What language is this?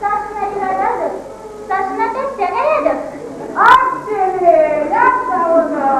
Chuvash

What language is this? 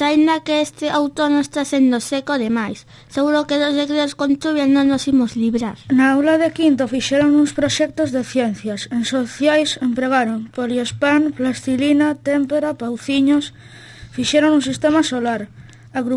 Galician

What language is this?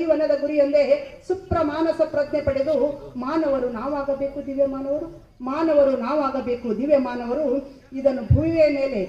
Kannada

